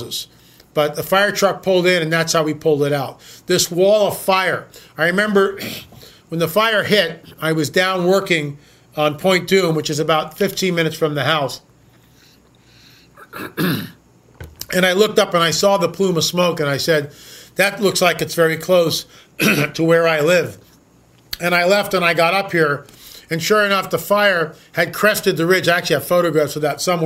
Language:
English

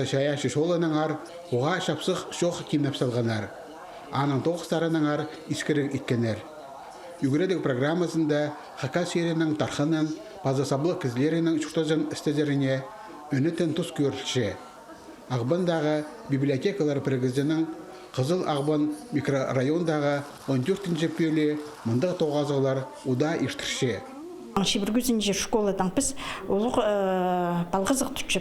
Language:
Khakas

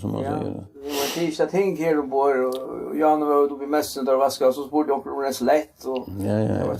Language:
Faroese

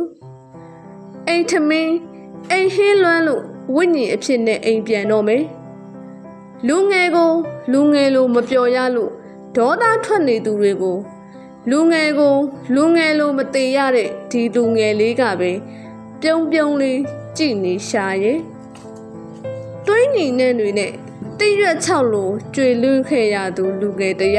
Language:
Burmese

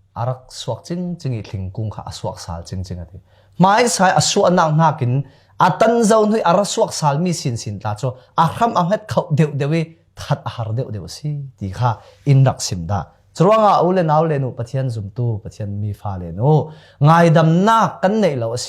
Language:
Falam Chin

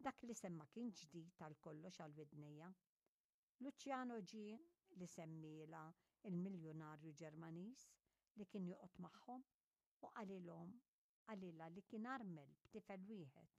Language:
Maltese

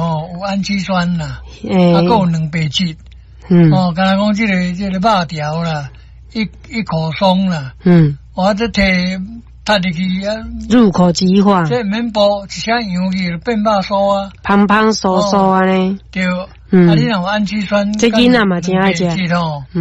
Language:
Min Nan Chinese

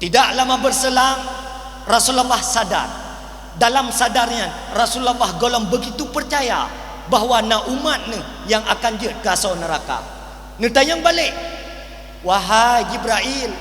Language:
Achinese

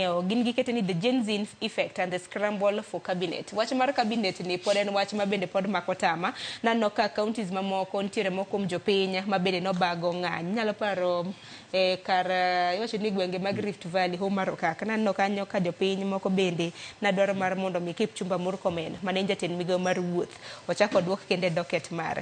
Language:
Luo (Kenya and Tanzania)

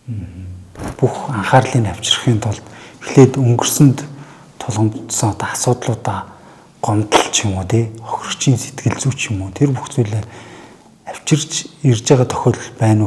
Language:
Mongolian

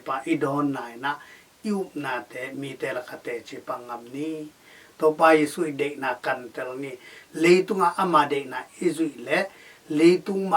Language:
Tedim Chin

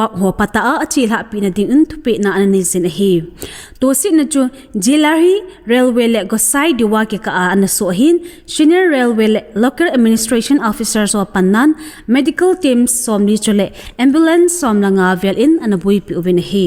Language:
Thado Chin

